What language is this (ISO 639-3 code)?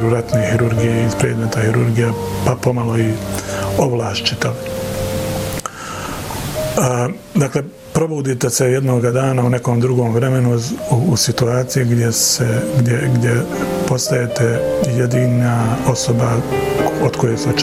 bos